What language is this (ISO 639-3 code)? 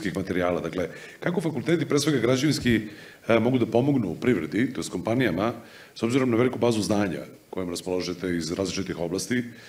srp